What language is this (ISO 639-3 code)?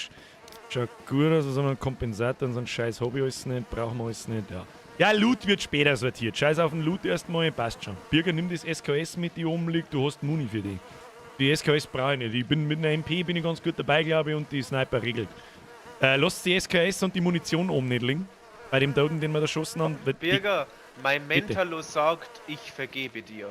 bar